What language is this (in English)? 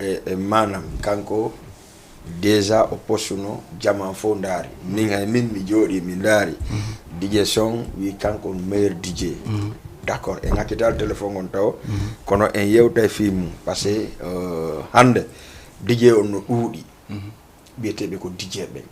Fula